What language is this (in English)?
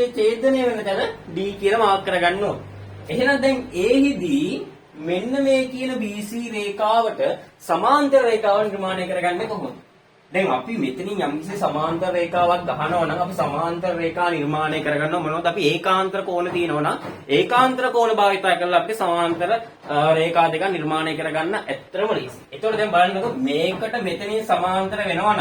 Sinhala